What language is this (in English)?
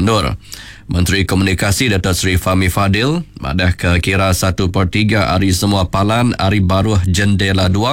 Iban